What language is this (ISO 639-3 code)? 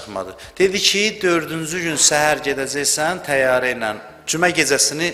aze